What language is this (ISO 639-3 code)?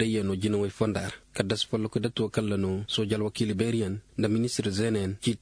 ses